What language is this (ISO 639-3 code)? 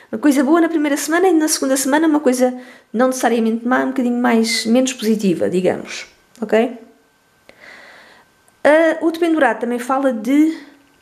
por